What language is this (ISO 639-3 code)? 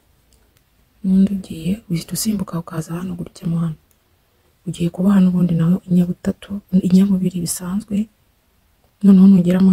kin